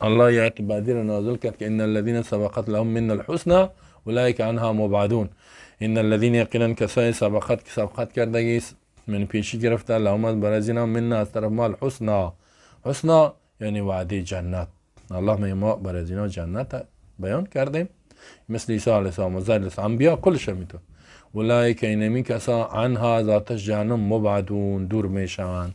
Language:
Persian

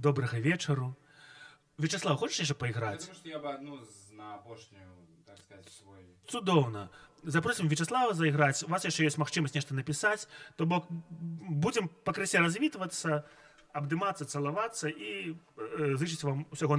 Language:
Belarusian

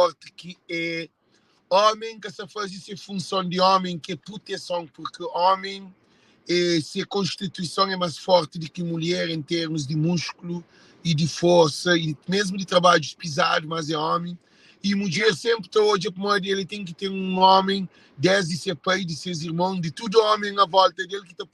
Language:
Kabuverdianu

